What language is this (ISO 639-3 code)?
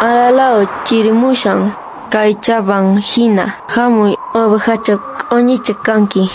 que